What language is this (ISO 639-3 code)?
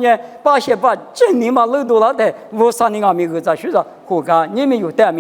lis